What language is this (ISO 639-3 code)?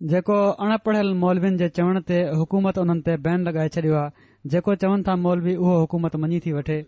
snd